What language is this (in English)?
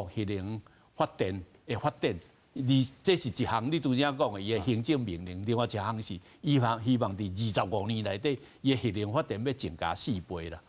Min Nan Chinese